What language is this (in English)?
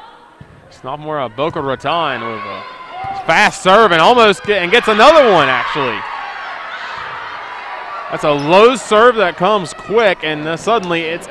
English